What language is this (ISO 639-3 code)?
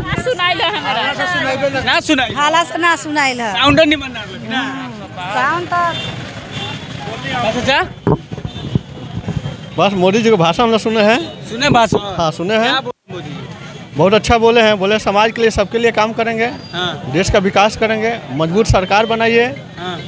bho